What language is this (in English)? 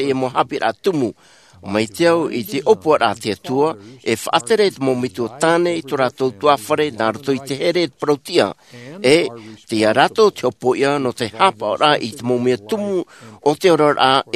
Tahitian